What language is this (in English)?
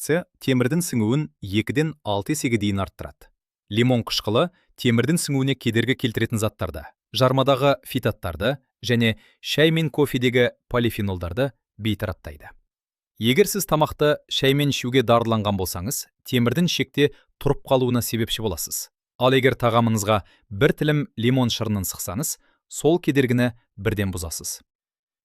Kazakh